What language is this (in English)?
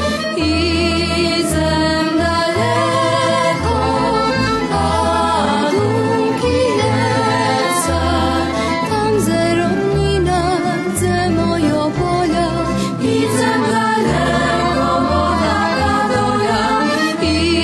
Rusyn